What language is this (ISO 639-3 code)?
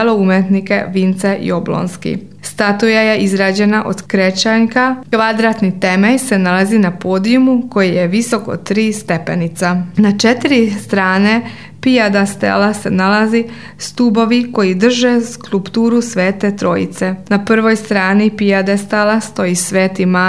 srp